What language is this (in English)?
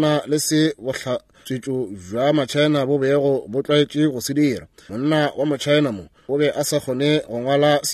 Northern Sotho